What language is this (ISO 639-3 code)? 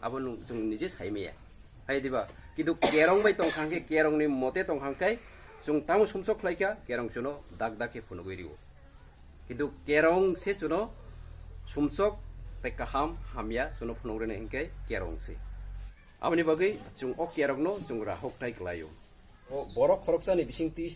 trp